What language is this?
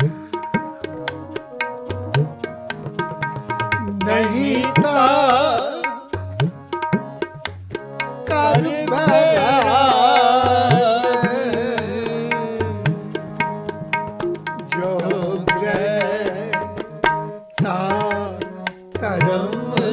Punjabi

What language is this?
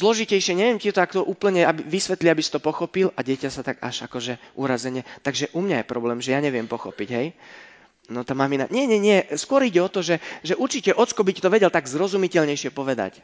Slovak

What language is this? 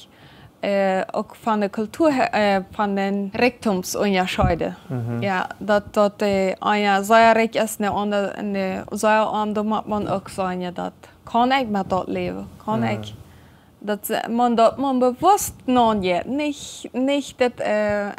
Plautdietsch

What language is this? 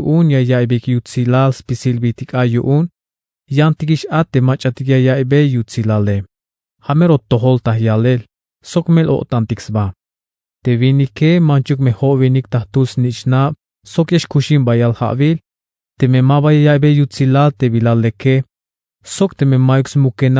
Tzeltal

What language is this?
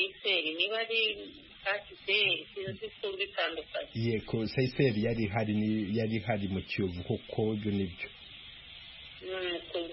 Kinyarwanda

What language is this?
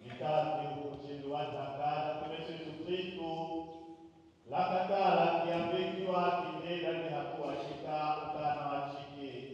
Tetela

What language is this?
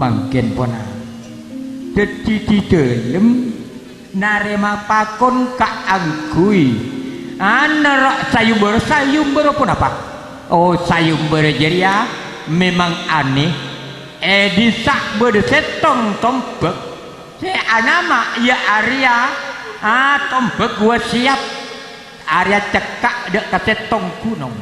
Madurese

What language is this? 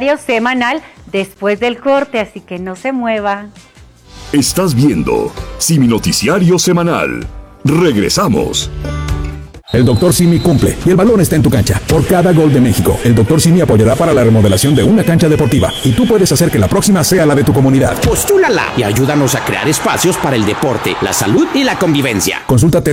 Spanish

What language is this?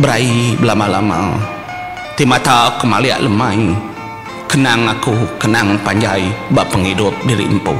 Iban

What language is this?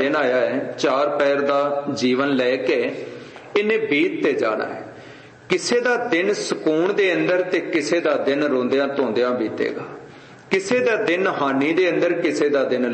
Punjabi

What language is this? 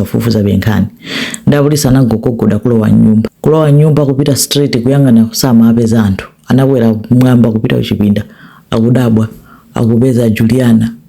Nyanja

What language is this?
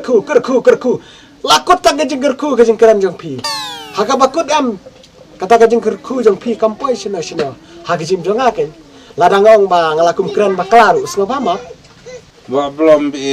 Khasi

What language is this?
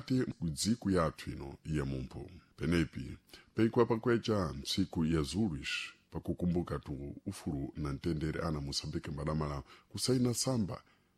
Sena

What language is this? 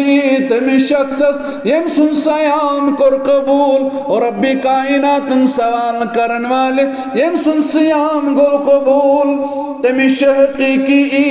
Kashmiri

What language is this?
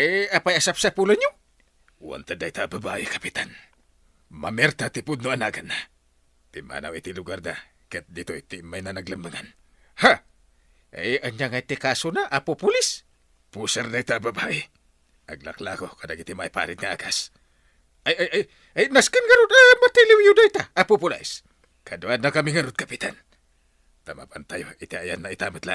Iloko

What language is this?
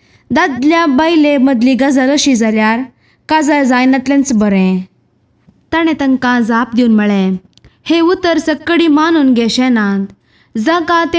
Konkani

